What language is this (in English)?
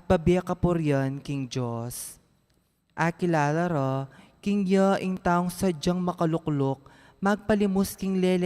Pampanga